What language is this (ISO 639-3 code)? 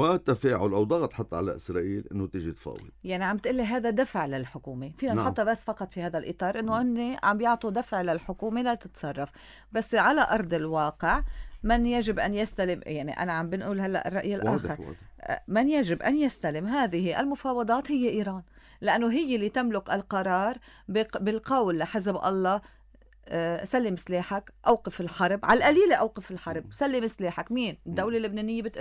apc